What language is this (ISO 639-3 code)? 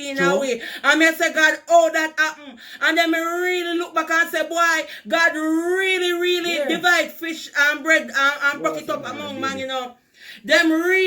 jam